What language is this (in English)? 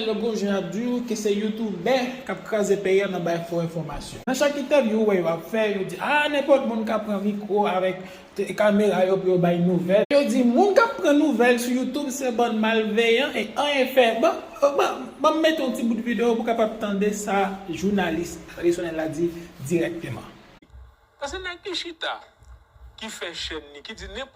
Haitian Creole